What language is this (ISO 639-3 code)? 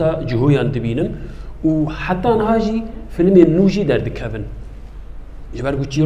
fas